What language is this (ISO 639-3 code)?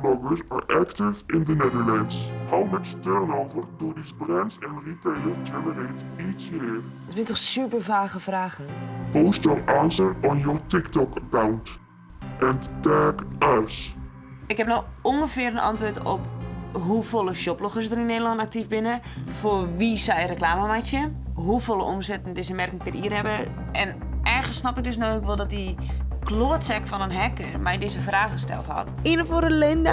fry